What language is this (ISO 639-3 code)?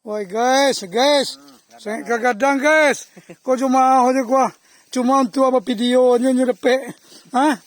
min